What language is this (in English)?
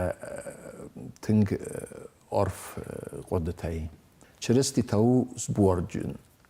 Ossetic